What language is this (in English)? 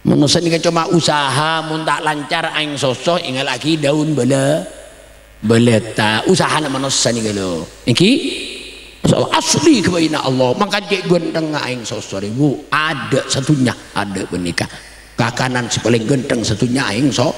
Madurese